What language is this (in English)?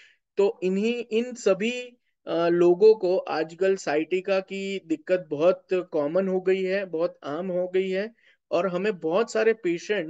Hindi